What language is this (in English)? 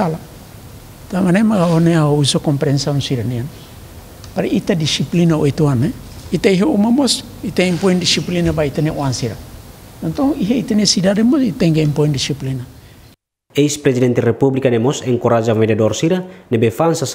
Tetum